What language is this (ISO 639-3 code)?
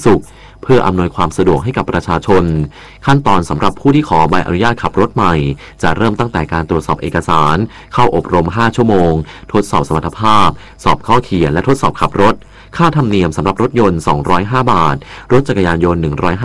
tha